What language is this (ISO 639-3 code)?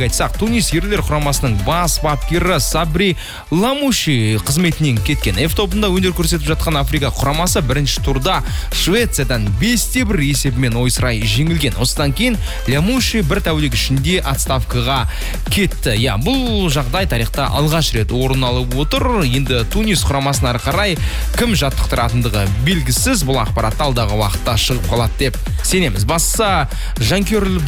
kaz